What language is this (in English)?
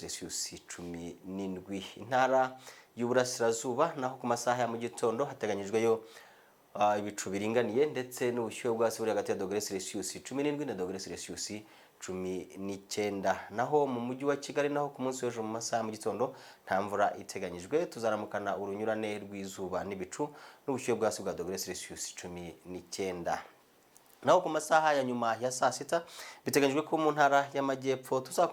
Kinyarwanda